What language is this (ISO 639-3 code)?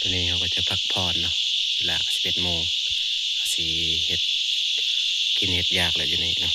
tts